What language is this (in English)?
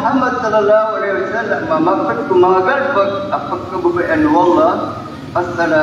Maranao